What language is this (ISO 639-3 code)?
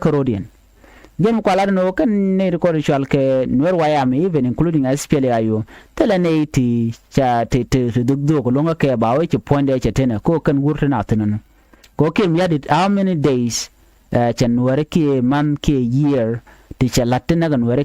nus